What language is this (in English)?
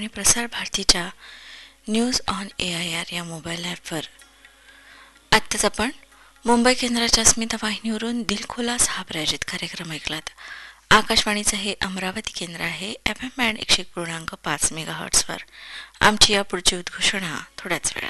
Marathi